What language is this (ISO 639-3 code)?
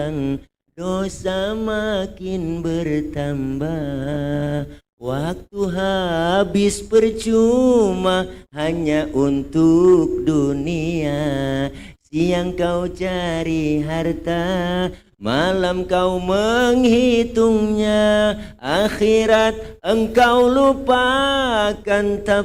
bew